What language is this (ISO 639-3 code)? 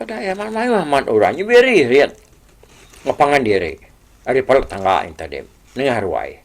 iba